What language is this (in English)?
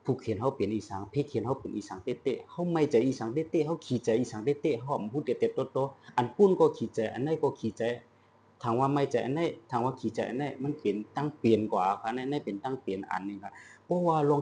Shan